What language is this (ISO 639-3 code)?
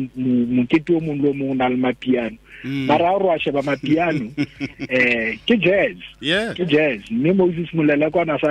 tsn